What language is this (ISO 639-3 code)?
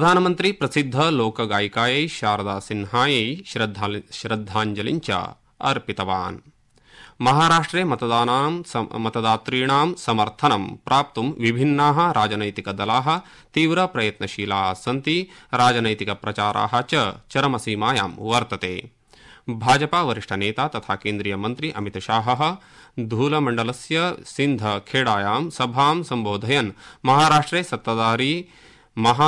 san